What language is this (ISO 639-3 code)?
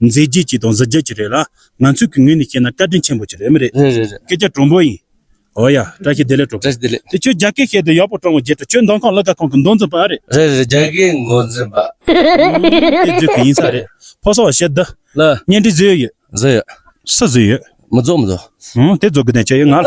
bod